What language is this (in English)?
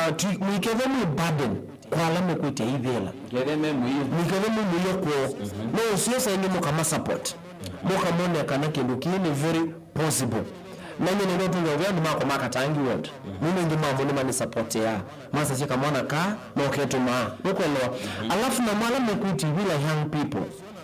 Kamba